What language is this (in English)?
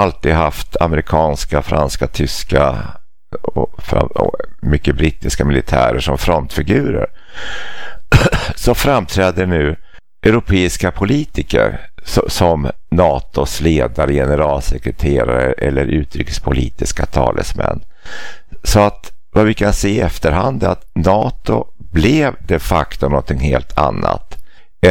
Swedish